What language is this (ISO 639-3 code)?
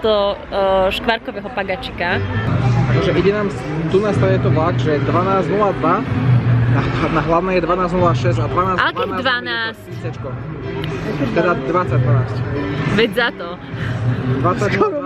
slk